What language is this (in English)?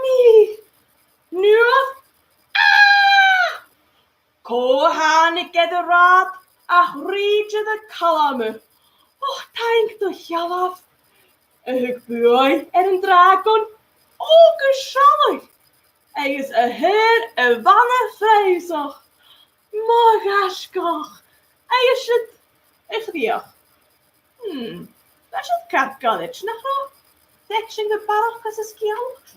Scottish Gaelic